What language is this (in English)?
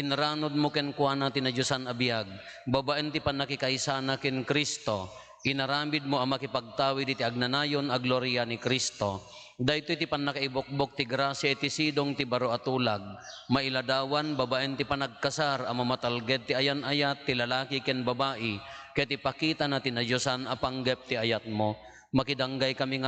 Iloko